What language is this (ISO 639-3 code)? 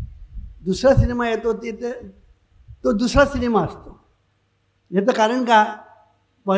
mar